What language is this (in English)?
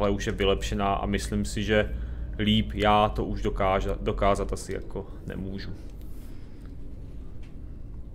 Czech